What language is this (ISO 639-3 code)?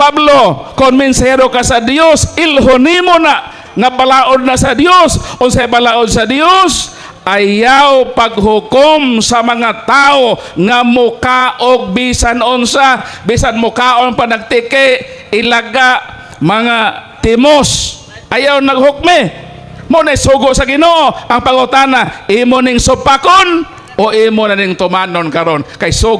ceb